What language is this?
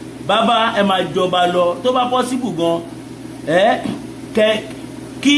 Yoruba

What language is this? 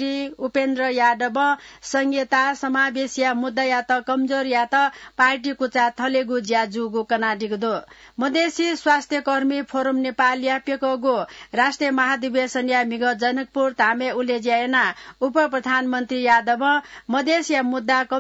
Newari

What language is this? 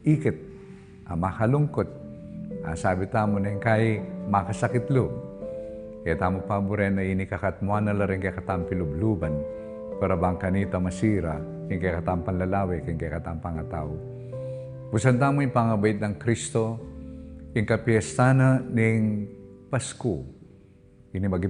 Pampanga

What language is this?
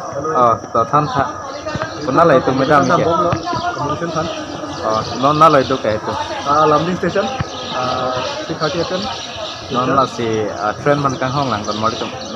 Karbi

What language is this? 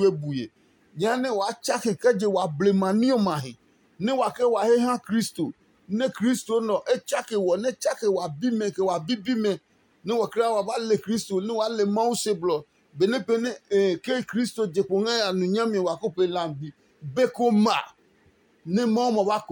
Adangme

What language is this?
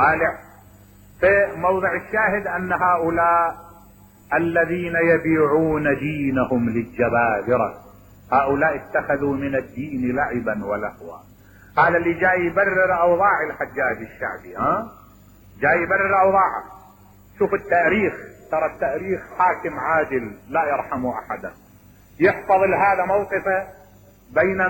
Mesopotamian Arabic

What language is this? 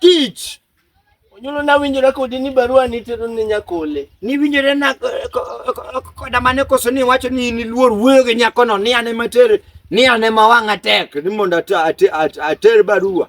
Luo (Kenya and Tanzania)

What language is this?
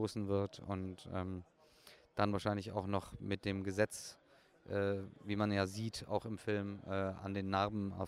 German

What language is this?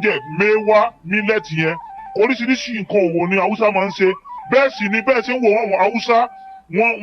Yoruba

